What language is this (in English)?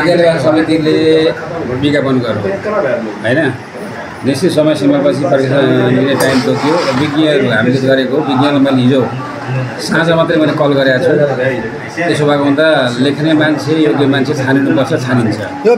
Nepali